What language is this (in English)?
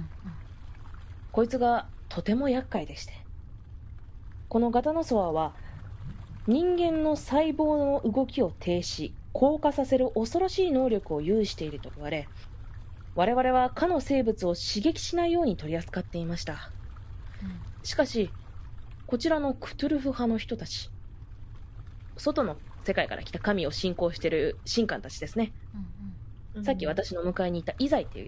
Japanese